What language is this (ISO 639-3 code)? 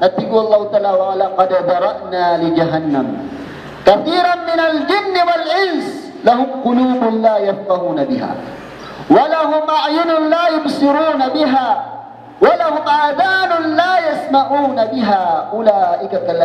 mrw